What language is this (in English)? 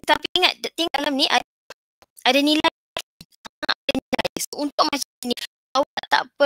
Malay